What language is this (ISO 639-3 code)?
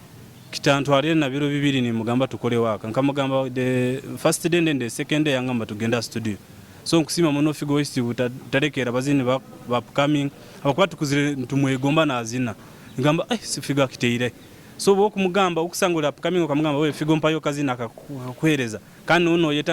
nyo